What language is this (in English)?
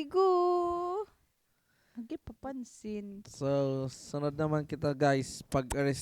Waray